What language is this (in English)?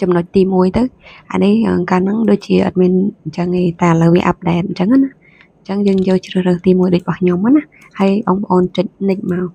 Khmer